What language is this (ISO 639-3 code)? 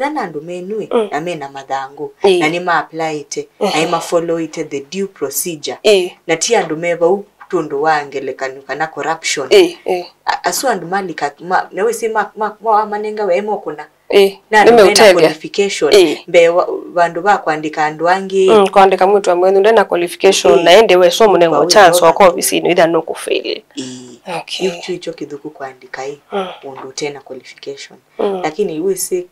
kam